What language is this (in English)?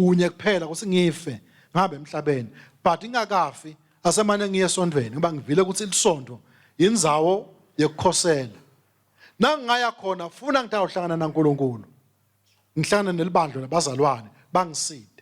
Swati